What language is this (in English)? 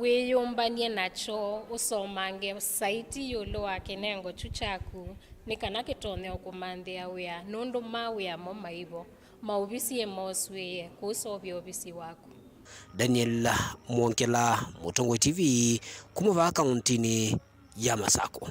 Kamba